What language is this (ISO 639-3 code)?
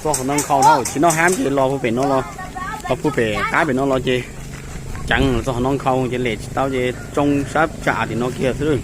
hmn